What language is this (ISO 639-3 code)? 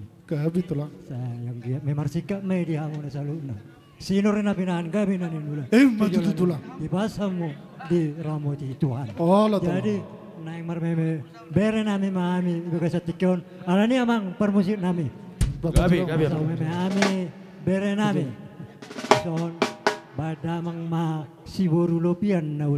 bbc